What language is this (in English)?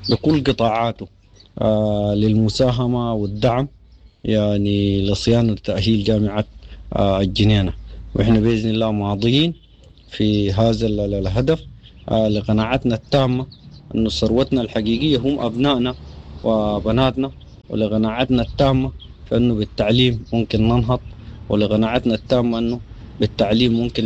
Sudanese Arabic